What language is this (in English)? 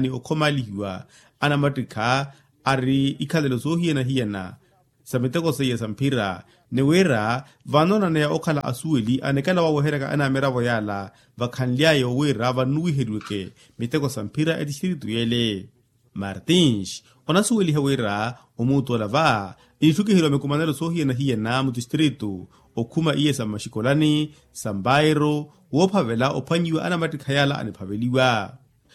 Makhuwa